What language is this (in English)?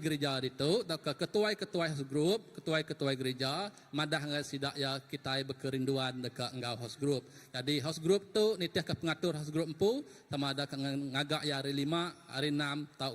Iban